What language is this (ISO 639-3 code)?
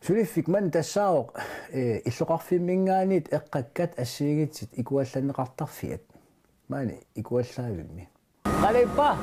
kal